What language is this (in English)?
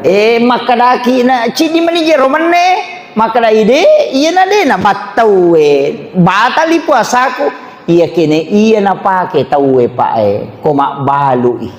Buginese